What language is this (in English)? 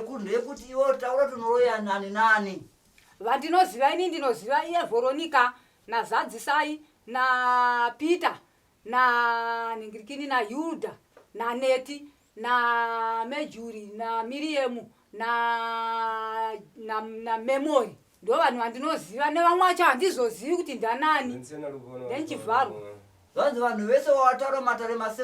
Shona